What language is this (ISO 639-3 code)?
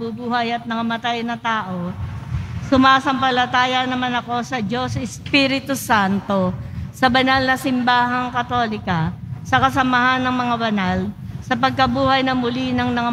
fil